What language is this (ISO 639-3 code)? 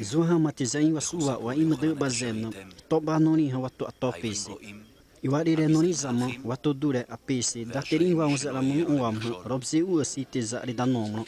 xav